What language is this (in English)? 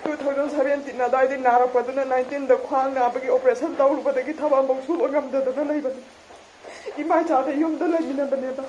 Manipuri